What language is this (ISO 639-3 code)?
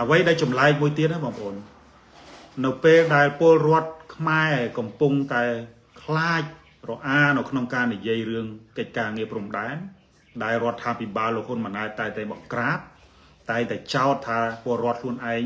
khm